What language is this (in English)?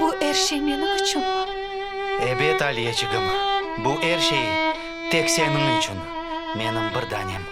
Crimean Tatar